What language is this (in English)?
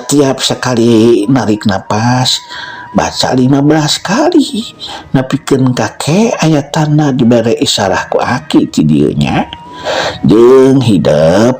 Sundanese